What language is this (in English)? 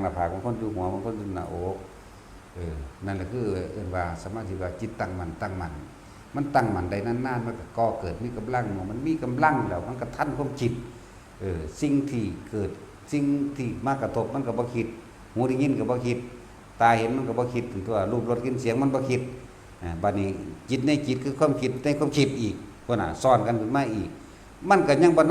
Northeastern Thai